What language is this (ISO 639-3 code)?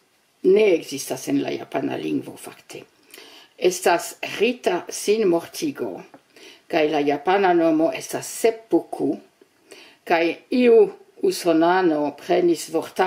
epo